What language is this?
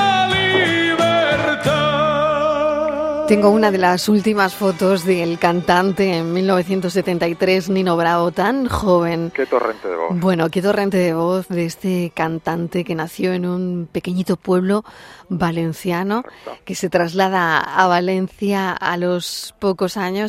Spanish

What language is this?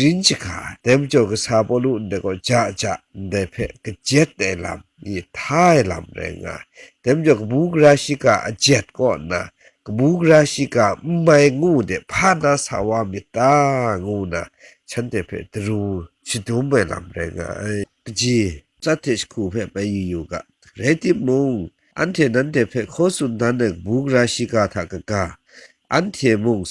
Kachin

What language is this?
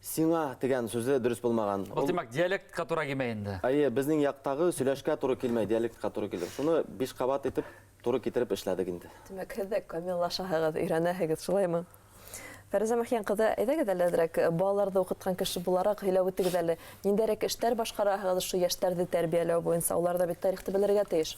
Bashkir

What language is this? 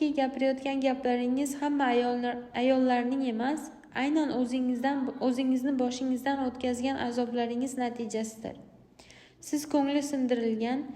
Uzbek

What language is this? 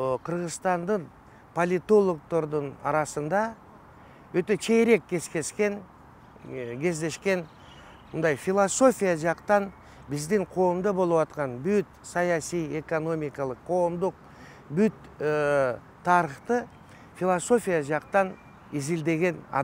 Kyrgyz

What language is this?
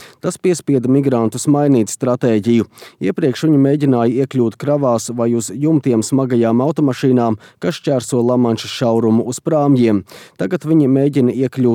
Latvian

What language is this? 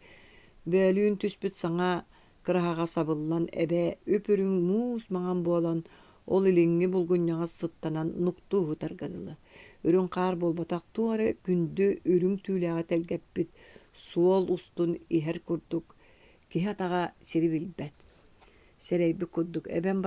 Yakut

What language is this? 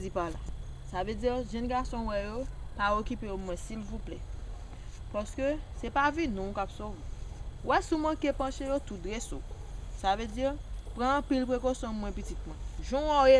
Haitian Creole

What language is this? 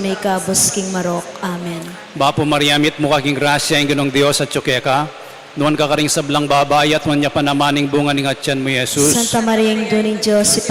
Pampanga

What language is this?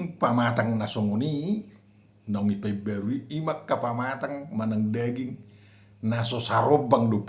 Batak Toba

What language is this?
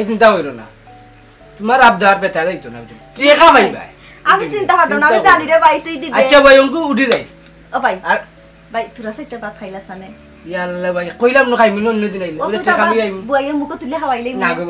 Sylheti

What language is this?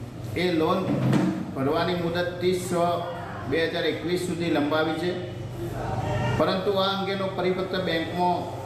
Gujarati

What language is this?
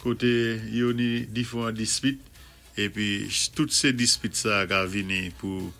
Saint Lucian Creole French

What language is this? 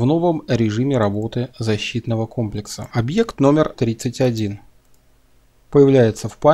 Russian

